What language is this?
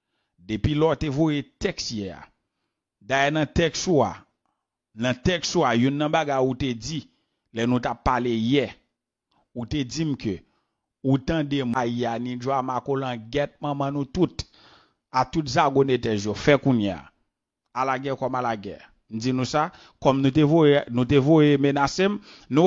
Haitian Creole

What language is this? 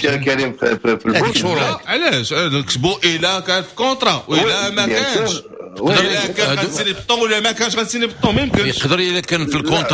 Moroccan Arabic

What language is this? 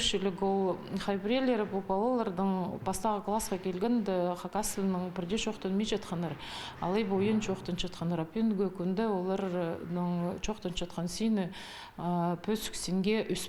Khakas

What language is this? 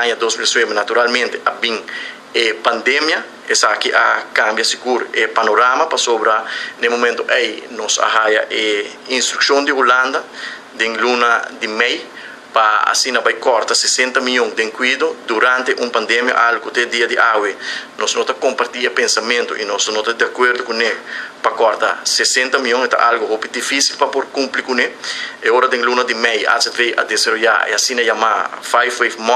Papiamento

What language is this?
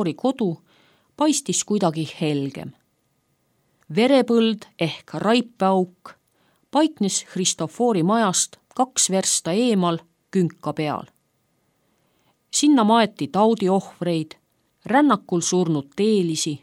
Estonian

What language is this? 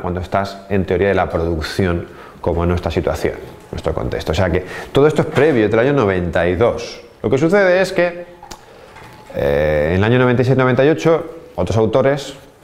Spanish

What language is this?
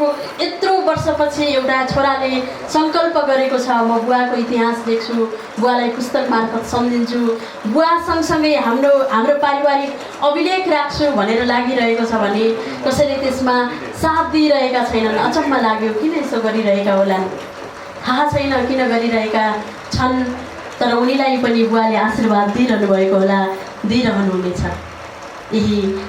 Nepali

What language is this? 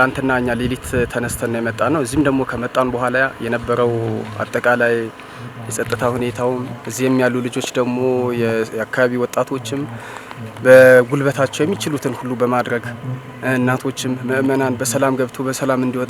Amharic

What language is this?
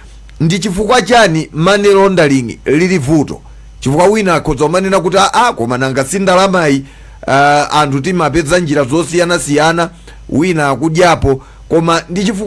Nyanja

